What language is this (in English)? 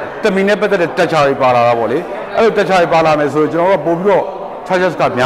Burmese